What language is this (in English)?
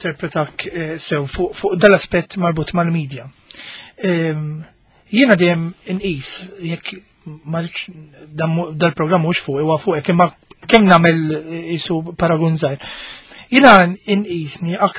Maltese